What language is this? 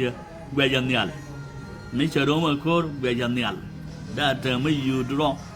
Nuer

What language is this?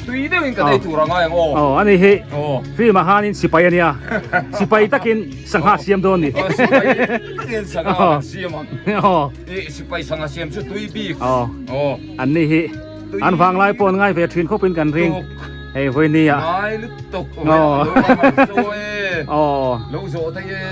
Biete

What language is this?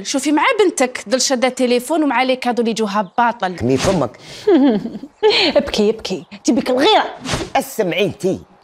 Algerian Arabic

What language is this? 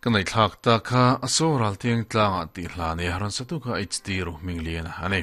Mizo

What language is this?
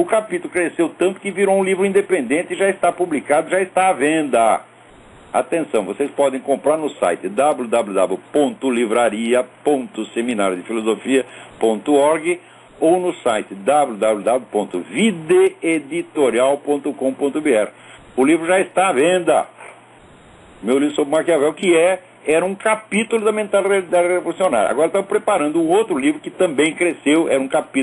Portuguese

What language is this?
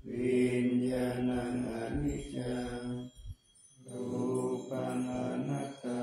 Pali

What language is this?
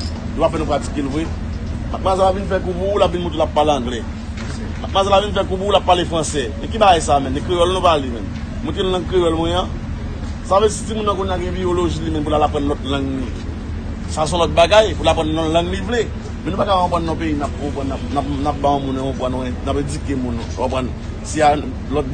Haitian Creole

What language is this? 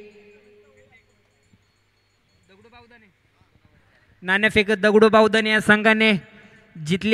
Marathi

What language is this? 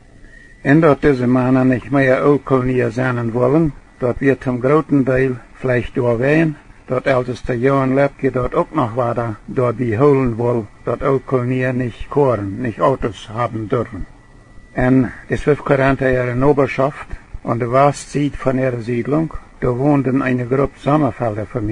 Plautdietsch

